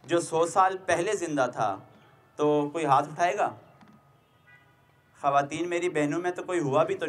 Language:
Urdu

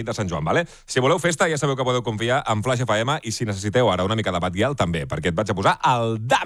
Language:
Catalan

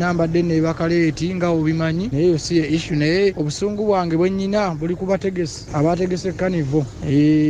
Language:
Ganda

